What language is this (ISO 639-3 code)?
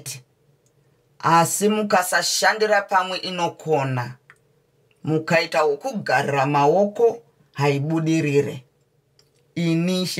sna